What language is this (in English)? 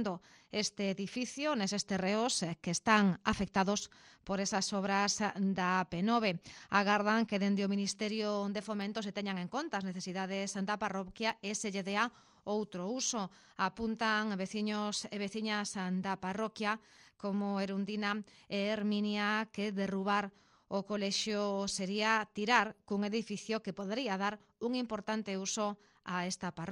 Galician